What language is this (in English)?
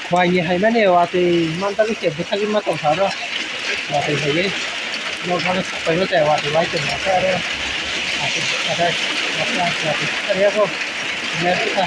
Kok Borok